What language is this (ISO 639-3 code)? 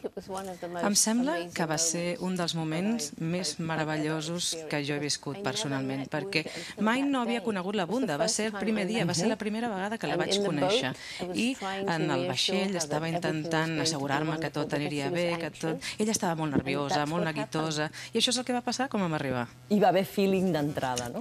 cat